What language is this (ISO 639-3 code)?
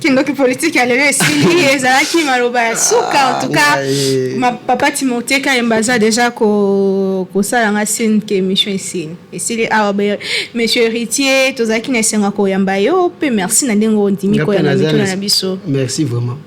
lin